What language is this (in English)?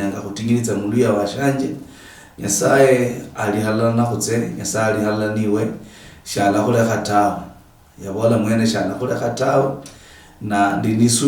Luyia